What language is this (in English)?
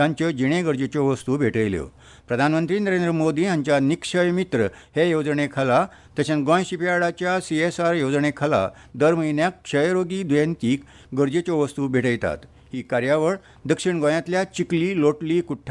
Konkani